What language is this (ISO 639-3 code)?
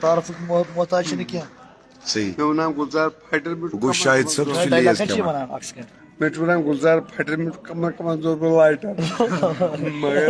kas